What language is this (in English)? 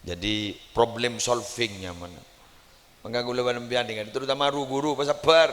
Madurese